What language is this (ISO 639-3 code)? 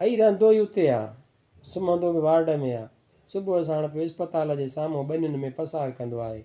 snd